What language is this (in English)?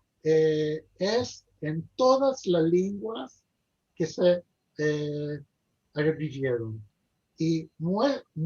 Ladino